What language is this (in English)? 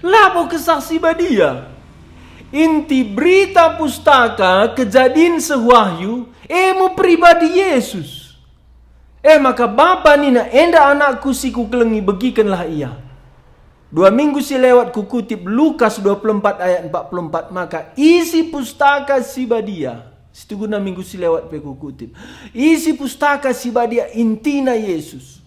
Batak Karo